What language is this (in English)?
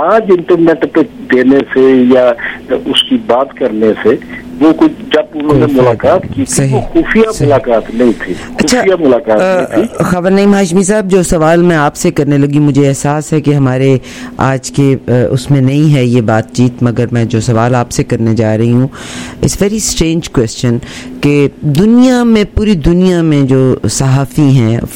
Urdu